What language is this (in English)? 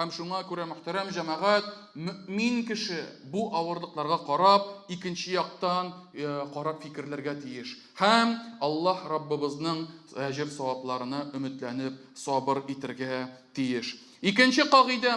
Tatar